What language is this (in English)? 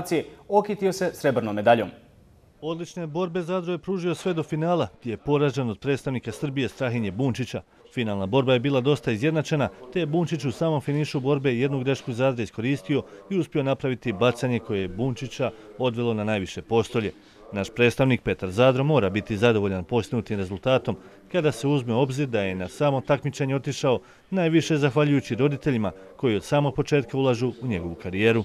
Croatian